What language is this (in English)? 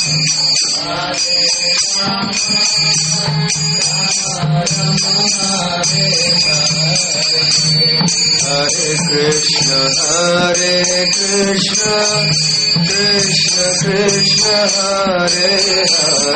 Hindi